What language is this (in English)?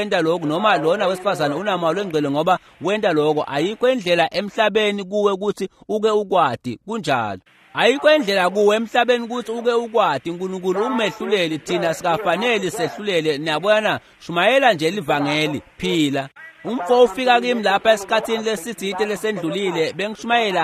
Swati